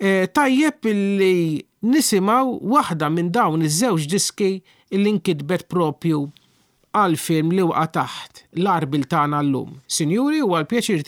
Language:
Maltese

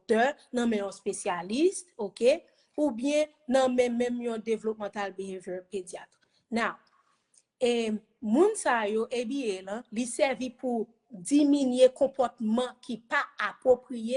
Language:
Haitian Creole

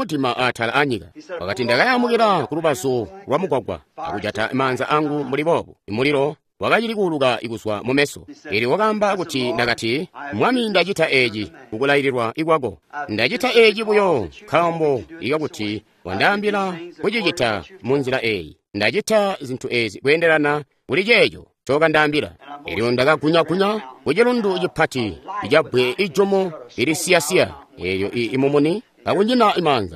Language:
Tonga (Zambia)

